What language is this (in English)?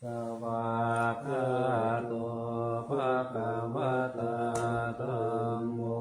Pali